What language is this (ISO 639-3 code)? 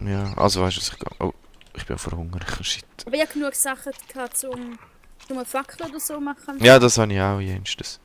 gsw